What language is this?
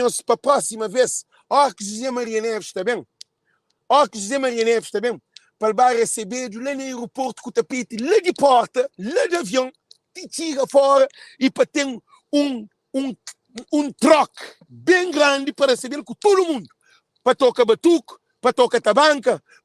Kabuverdianu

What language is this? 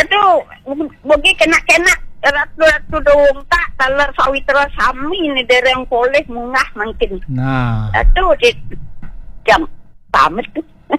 Balinese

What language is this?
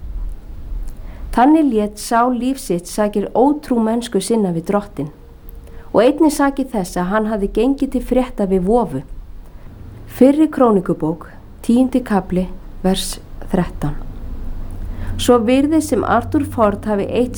Icelandic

